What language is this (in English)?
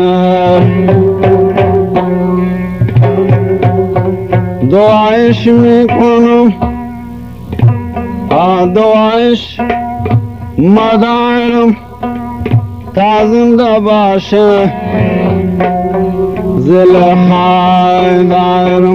Persian